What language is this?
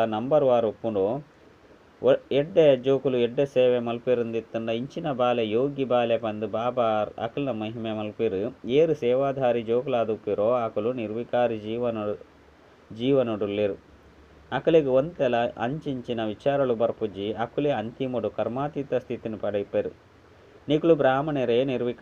Tulu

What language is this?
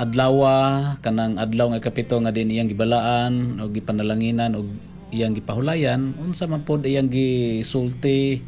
Cebuano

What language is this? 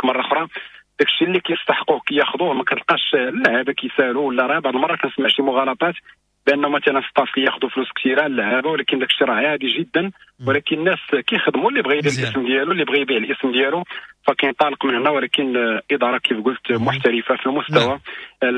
Moroccan Arabic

